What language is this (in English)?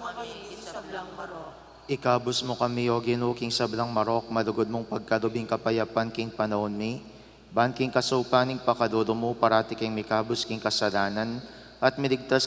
Pampanga